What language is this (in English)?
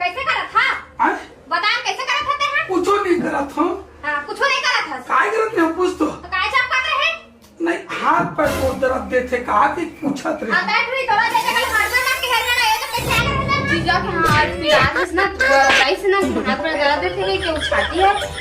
Chhattisgarhi